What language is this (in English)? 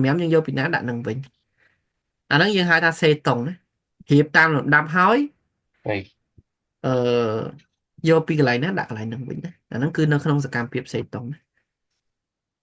Khmer